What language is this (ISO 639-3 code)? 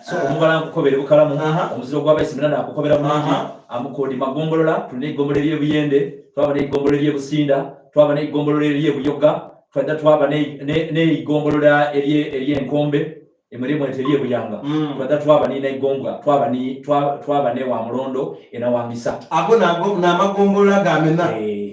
xog